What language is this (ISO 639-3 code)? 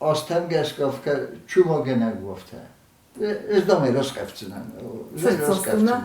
oss